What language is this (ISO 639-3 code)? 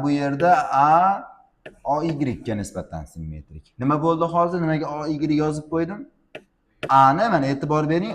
uzb